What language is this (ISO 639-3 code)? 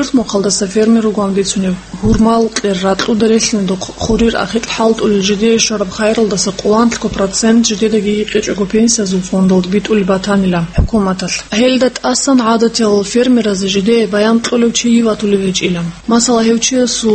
ava